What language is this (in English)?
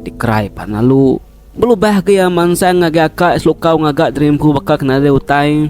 Iban